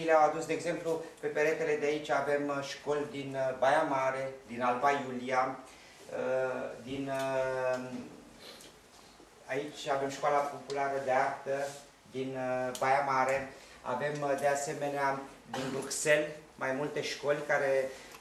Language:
Romanian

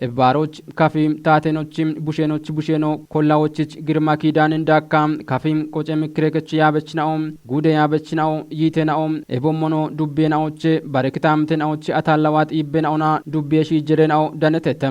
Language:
Kafa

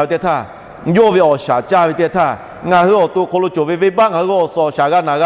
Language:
Lahu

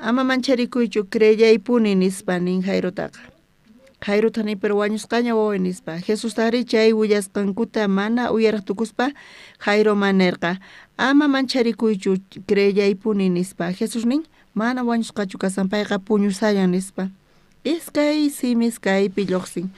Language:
South Bolivian Quechua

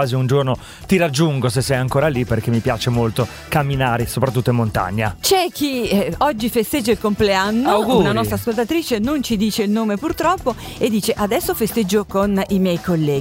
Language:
Italian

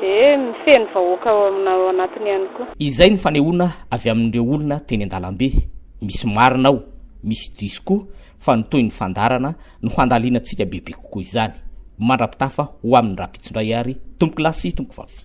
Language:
Malagasy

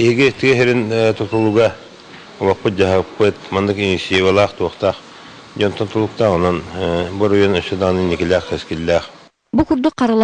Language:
Yakut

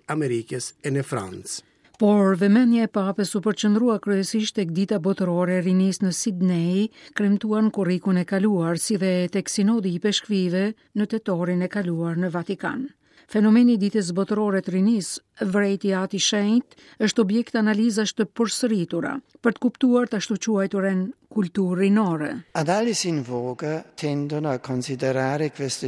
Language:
Albanian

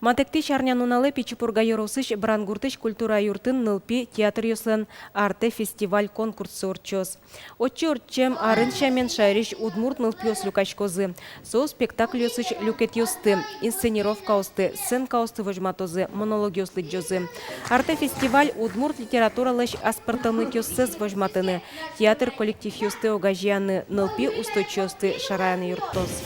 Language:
Udmurt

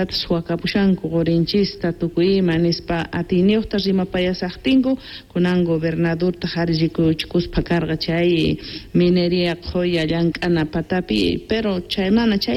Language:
South Bolivian Quechua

